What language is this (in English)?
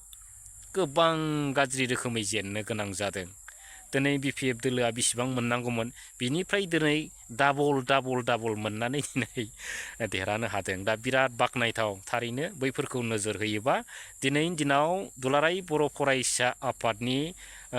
Bodo